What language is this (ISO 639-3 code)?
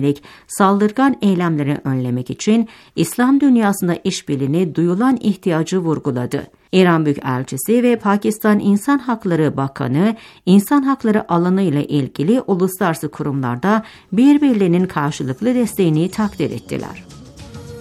tur